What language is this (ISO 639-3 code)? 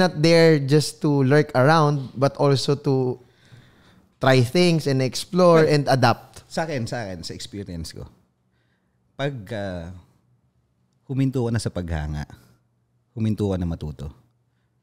fil